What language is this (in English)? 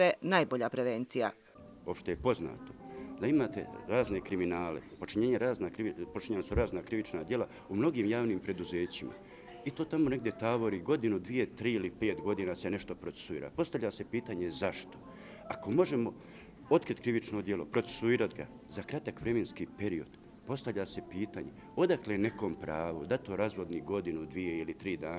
Bosnian